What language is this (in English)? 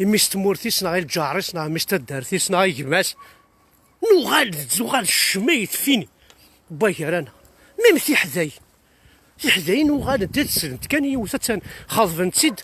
Kabyle